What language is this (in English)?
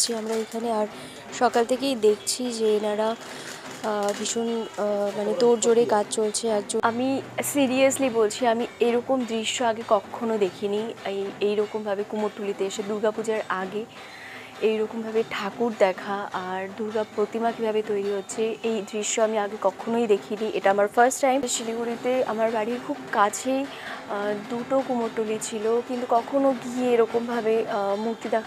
Bangla